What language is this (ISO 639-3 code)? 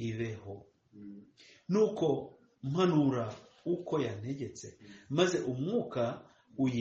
kin